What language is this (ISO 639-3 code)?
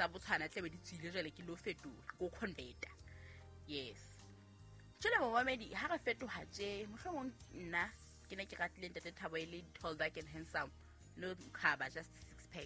sot